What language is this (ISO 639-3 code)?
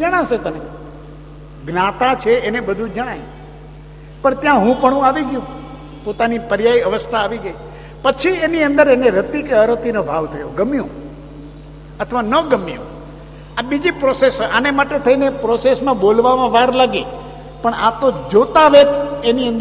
guj